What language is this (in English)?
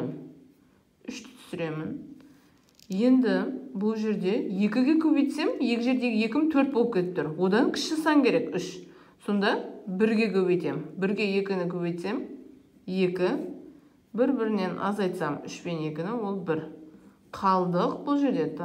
Kazakh